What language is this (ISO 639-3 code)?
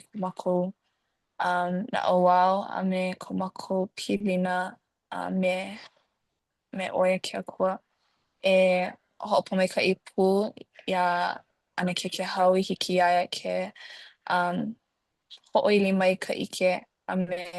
haw